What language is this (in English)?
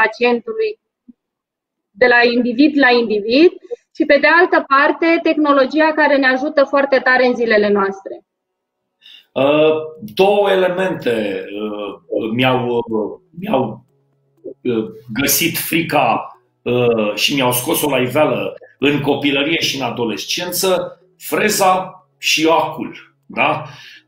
Romanian